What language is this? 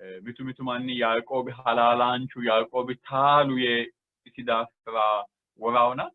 Sidamo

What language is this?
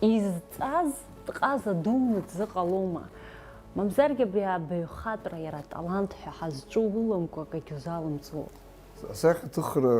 Abkhazian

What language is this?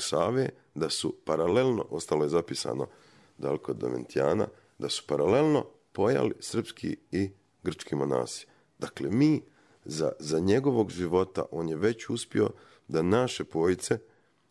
Serbian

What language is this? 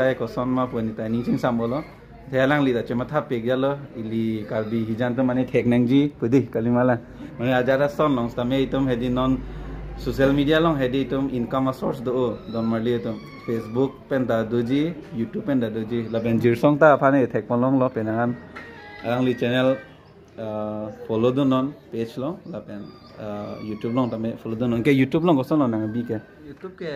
Karbi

